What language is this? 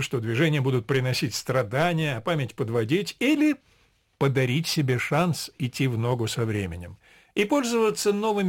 Russian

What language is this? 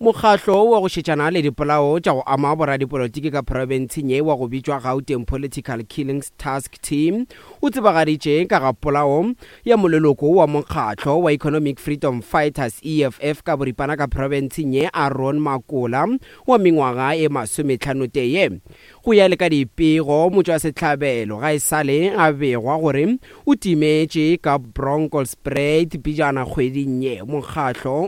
Northern Sotho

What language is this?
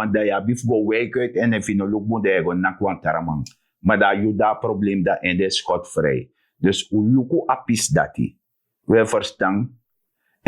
Sranan Tongo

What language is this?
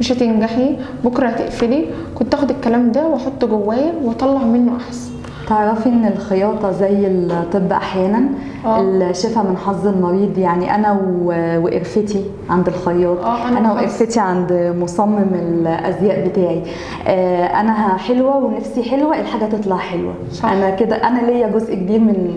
Egyptian Arabic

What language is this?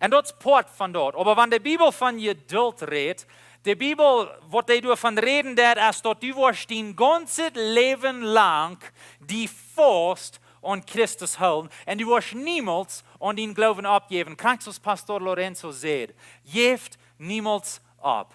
Plautdietsch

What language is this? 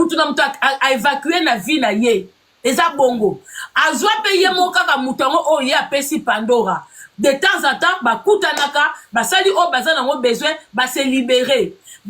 Lingala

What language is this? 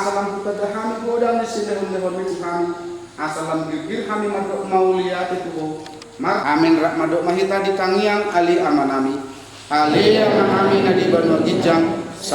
Batak Toba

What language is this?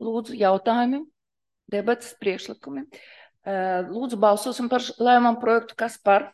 Latvian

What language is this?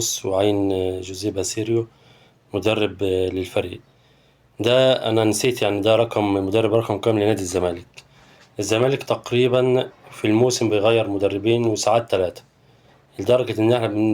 Egyptian Arabic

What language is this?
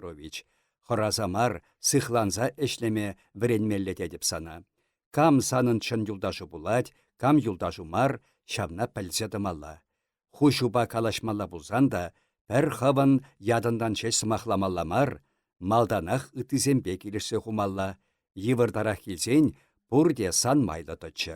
Chuvash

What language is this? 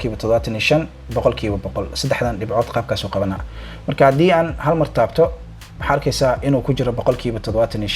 Somali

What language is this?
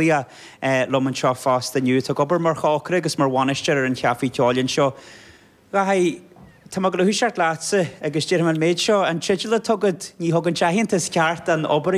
Irish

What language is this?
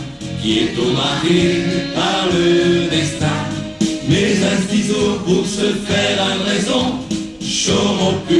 Picard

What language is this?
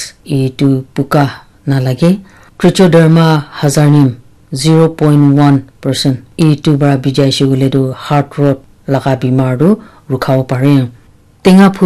Naga Pidgin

